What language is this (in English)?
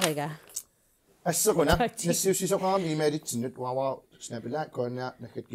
Kalaallisut